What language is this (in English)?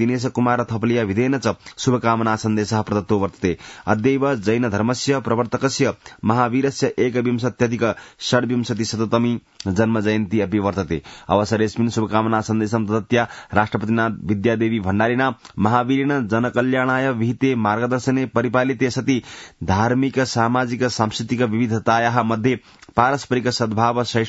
Sanskrit